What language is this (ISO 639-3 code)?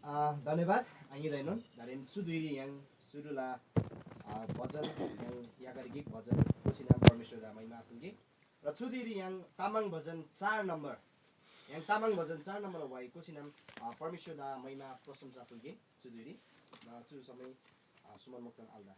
taj